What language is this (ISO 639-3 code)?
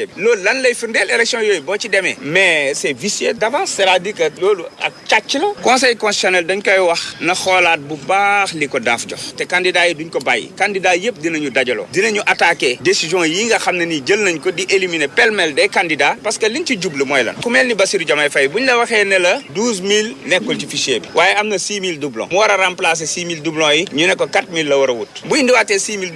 wol